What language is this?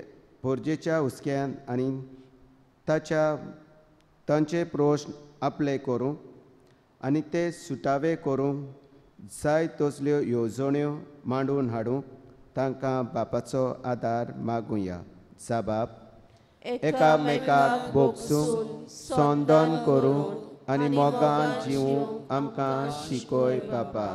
Konkani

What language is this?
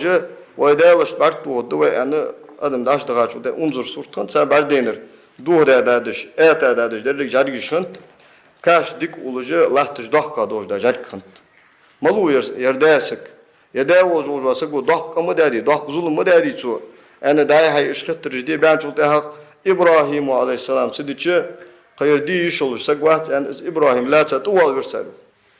Ingush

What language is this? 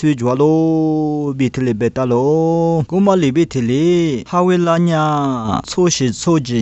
Lisu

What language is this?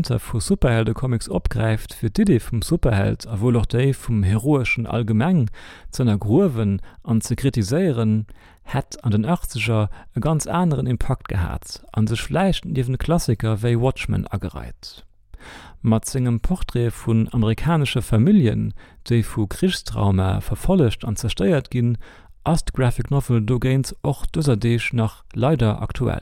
Luxembourgish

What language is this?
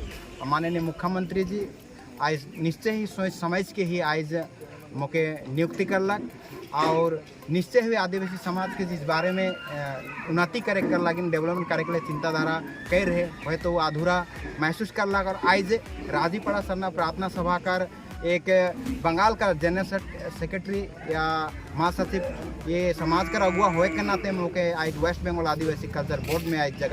Sadri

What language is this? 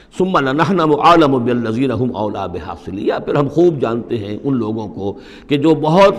Urdu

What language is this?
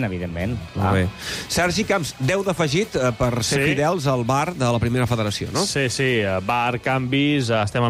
Catalan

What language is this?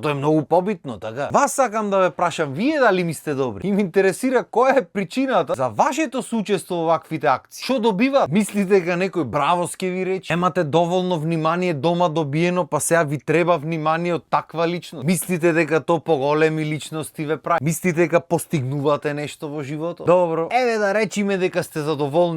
Macedonian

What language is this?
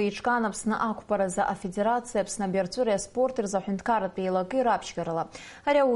Abkhazian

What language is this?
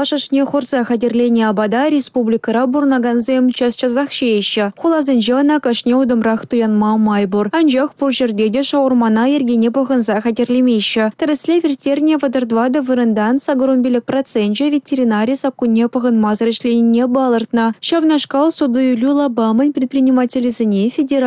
Chuvash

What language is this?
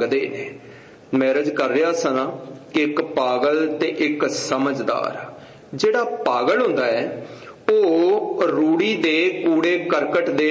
Punjabi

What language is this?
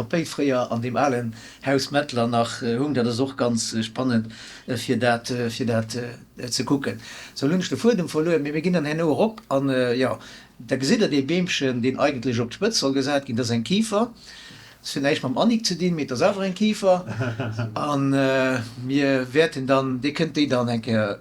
Luxembourgish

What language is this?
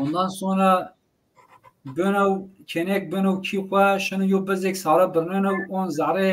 Zaza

